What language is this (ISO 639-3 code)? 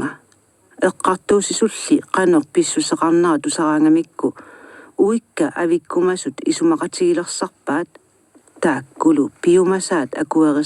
kal